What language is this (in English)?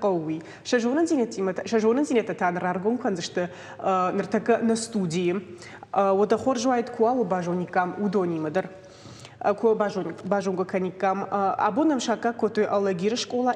Ossetic